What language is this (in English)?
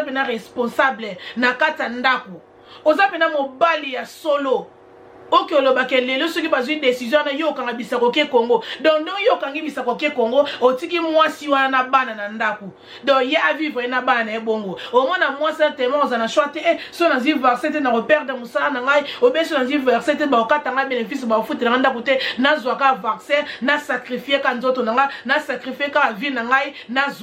Lingala